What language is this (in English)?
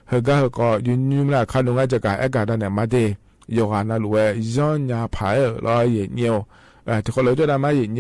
Akha